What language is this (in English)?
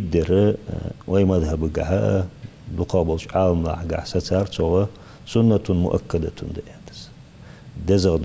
Ingush